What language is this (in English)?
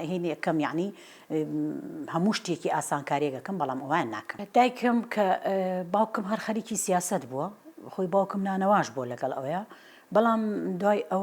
Central Kurdish